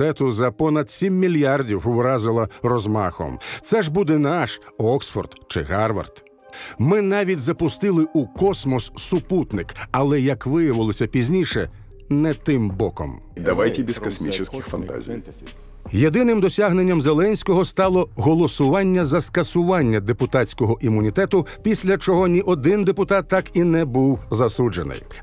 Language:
Ukrainian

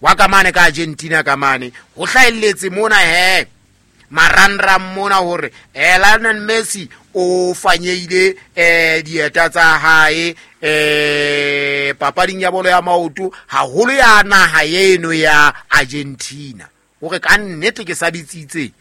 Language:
Southern Sotho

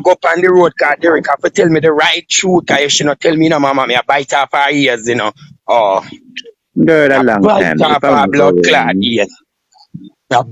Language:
Jamaican Creole English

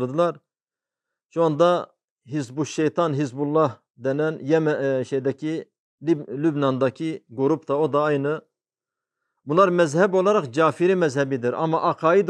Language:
Turkish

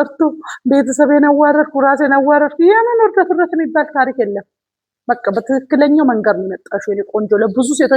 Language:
Amharic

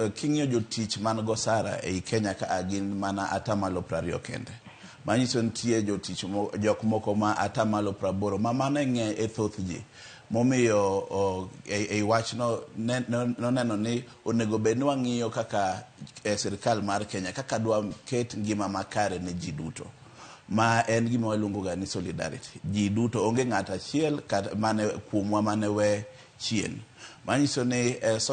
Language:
Luo (Kenya and Tanzania)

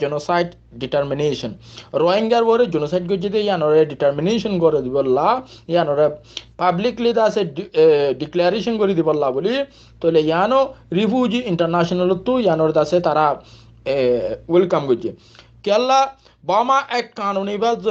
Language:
Rohingya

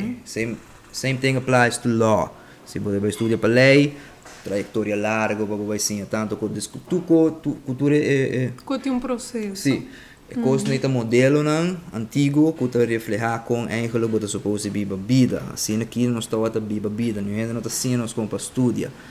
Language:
Papiamento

